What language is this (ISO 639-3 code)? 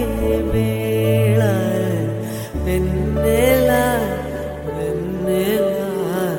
tel